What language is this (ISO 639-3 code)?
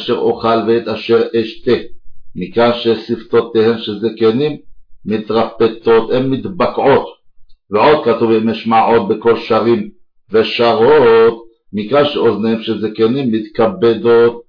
heb